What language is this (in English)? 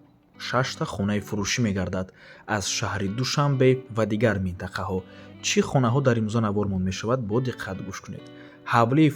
Tajik